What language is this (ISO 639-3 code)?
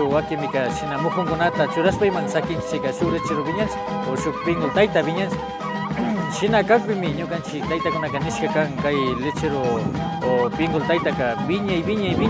qvi